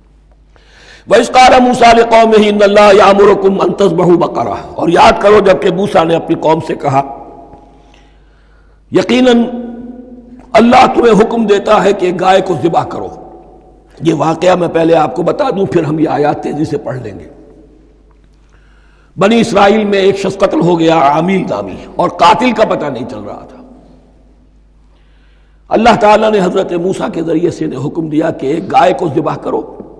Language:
Urdu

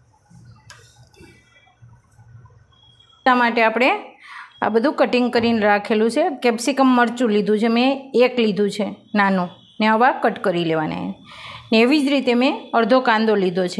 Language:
Gujarati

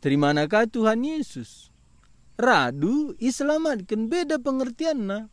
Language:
Batak Karo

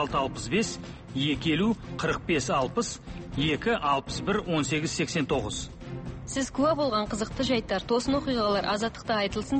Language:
Kazakh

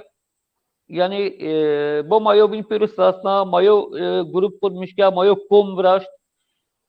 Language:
Zaza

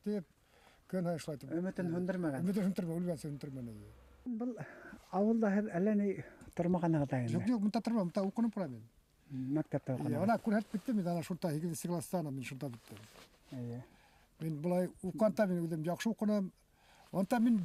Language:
Bashkir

